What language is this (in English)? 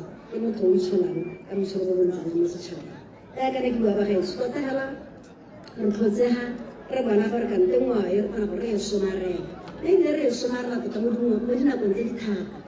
Tswana